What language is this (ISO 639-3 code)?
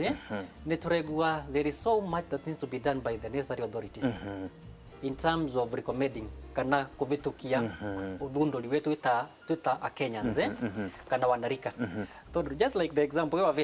mer